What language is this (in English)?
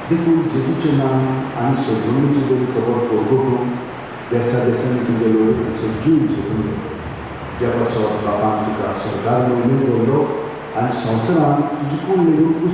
Konkani